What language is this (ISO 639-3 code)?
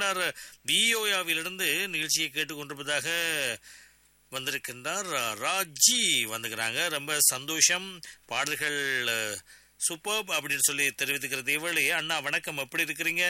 tam